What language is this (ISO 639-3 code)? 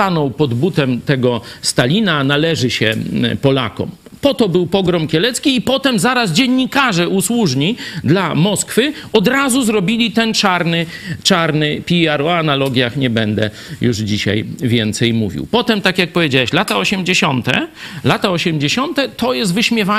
pol